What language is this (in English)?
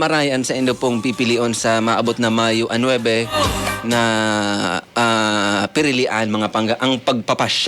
Bikol